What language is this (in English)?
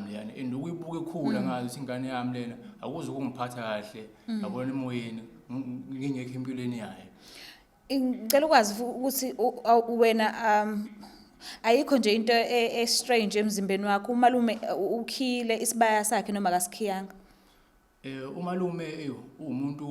Zulu